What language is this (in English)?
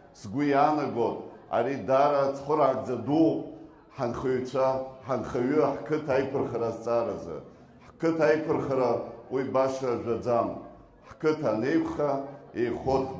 Abkhazian